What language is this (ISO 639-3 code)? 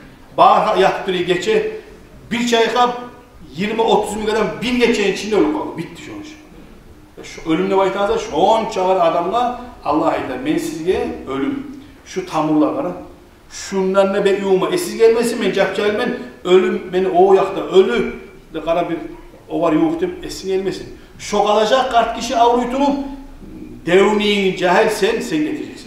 kum